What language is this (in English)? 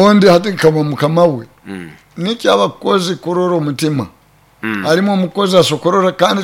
Nyoro